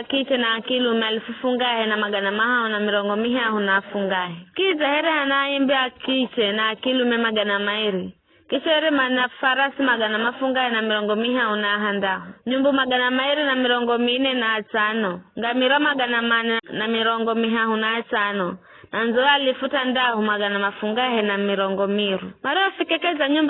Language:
Giryama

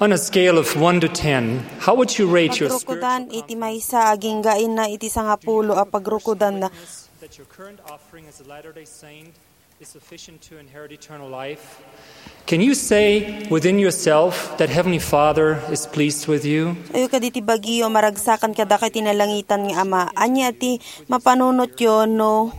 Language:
Iloko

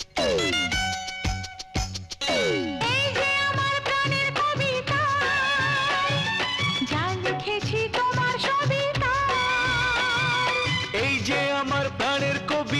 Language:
Bangla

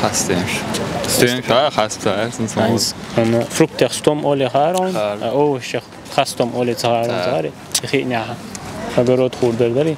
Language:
Chechen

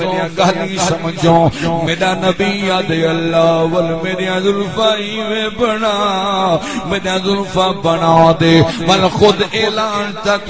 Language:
Saraiki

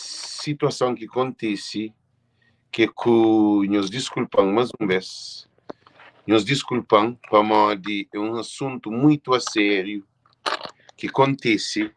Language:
Kabuverdianu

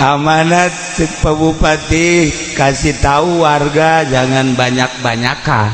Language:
Sundanese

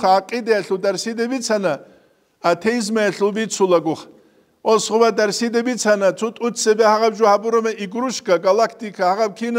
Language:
Avaric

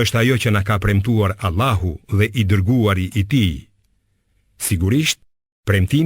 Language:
Albanian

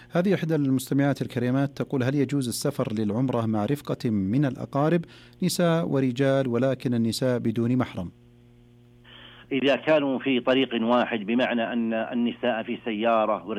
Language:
Arabic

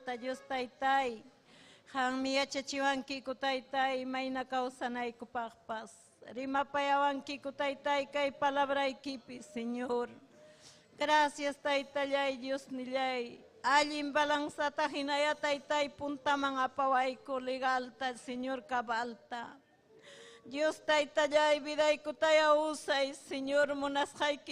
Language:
Ayacucho Quechua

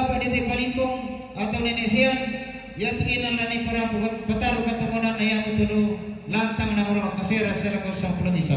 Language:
Toraja-Sa'dan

